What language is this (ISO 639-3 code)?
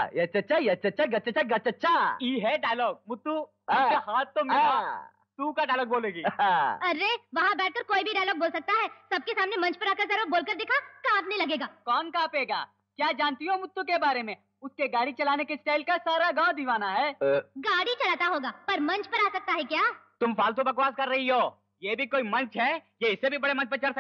hin